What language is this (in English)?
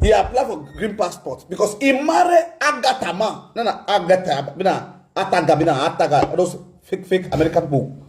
Nigerian Pidgin